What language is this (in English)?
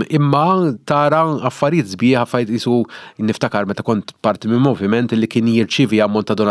Maltese